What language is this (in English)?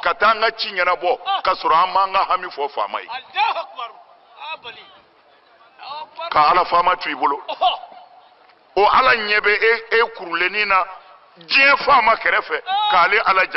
Bambara